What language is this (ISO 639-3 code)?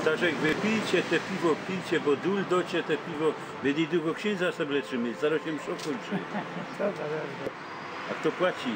szl